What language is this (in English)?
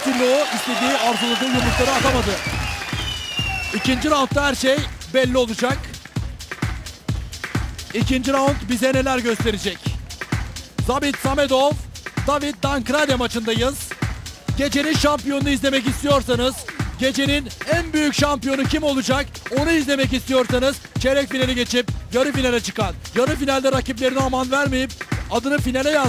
Turkish